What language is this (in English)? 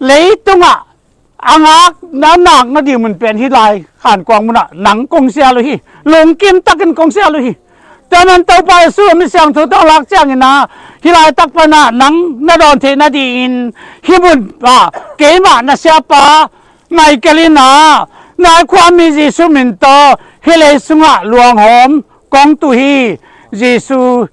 Tedim Chin